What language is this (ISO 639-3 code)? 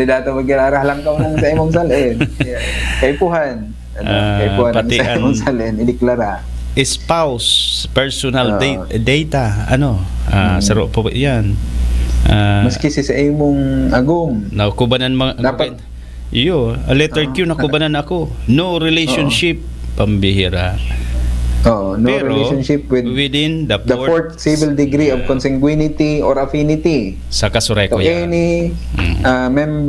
bik